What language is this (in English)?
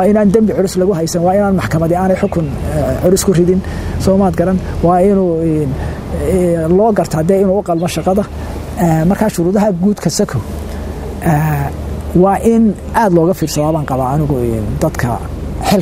Somali